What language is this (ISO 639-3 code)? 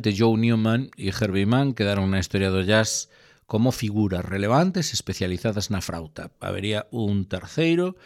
glg